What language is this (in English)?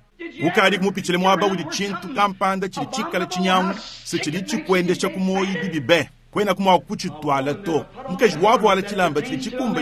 Luba-Lulua